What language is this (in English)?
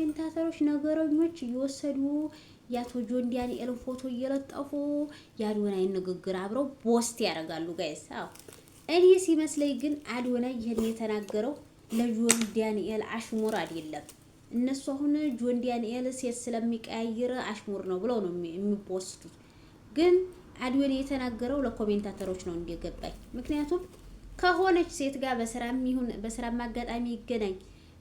Amharic